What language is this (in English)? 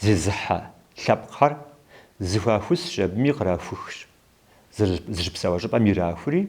Kabardian